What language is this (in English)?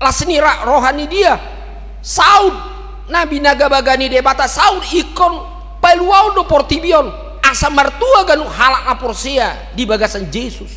Batak Toba